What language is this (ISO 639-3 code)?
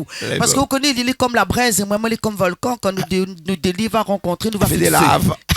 rcf